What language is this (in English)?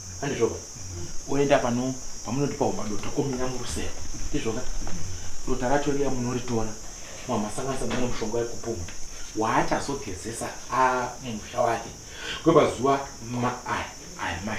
Shona